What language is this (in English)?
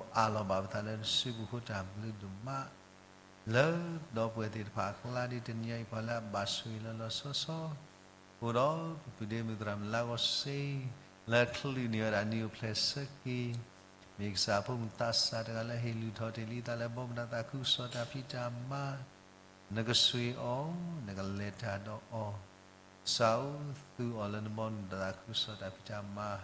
S'gaw Karen